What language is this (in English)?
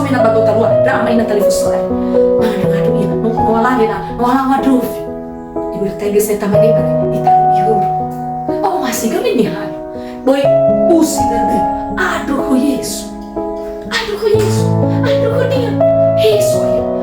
Nias